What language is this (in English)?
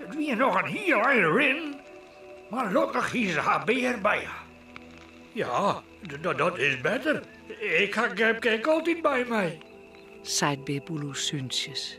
Western Frisian